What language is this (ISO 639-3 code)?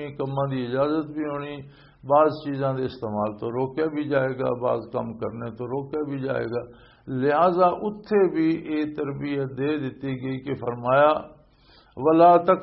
lah